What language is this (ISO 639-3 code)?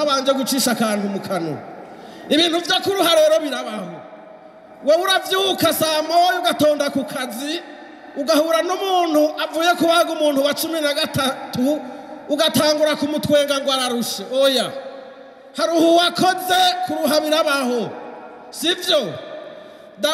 run